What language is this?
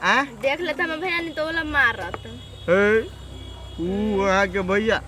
Maithili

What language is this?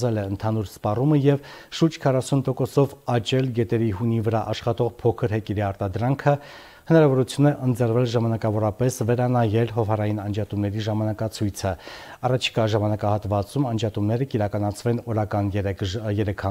Armenian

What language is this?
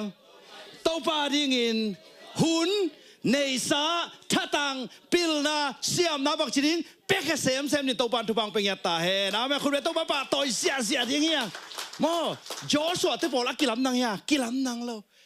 Tedim Chin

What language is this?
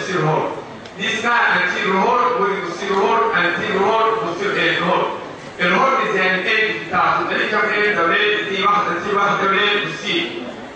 Egyptian Arabic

